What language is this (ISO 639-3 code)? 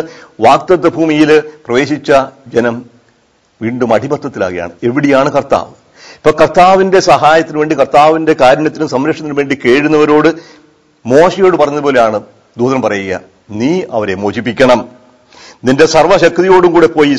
mal